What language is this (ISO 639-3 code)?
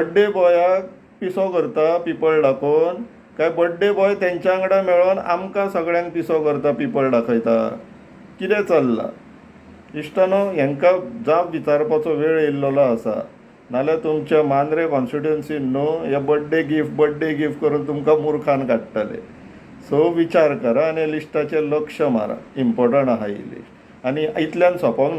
kok